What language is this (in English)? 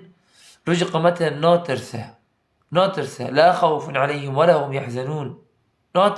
Kurdish